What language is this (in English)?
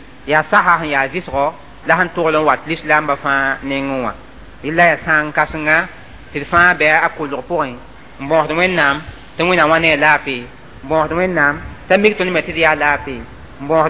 Mossi